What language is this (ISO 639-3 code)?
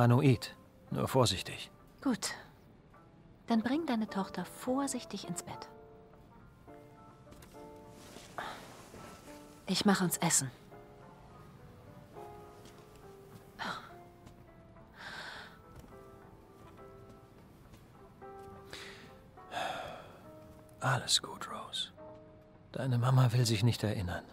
deu